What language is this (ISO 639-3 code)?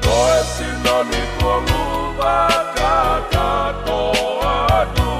ton